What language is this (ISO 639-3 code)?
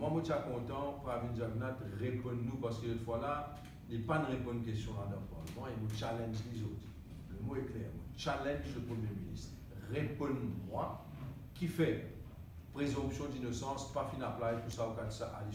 mfe